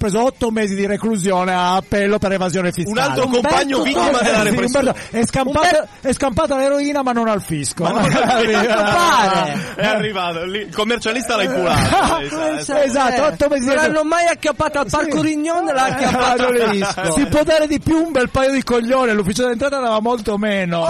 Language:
Italian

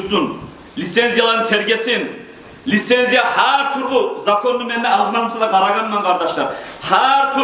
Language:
Kumyk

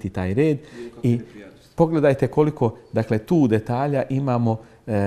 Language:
Bosnian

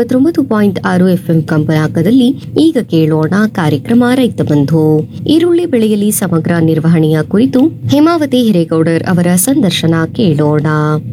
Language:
Kannada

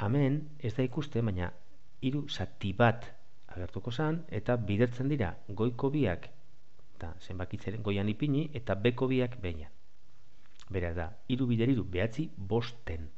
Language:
Basque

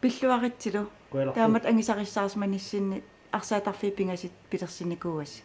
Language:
Kalaallisut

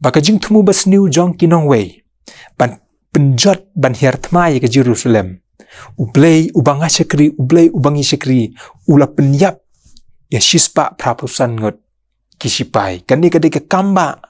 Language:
Khasi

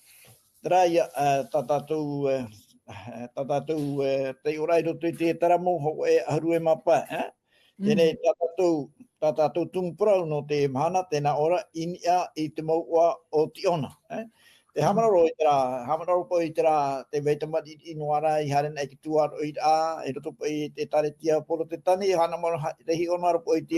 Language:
Tahitian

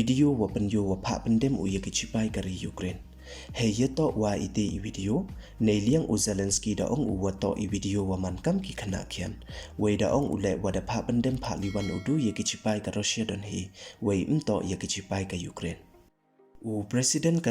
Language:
Pnar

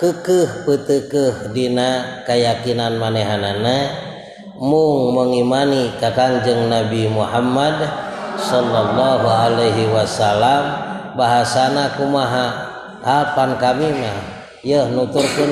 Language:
Sundanese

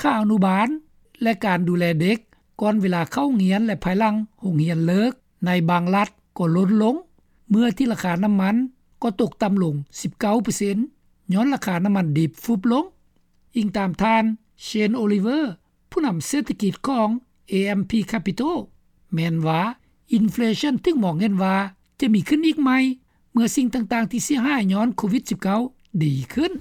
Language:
Lao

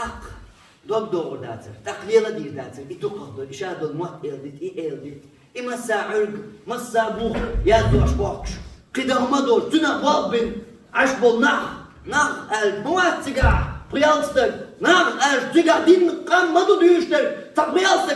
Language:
Chechen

